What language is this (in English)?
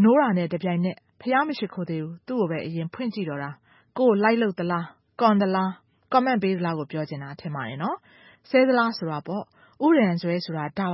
Burmese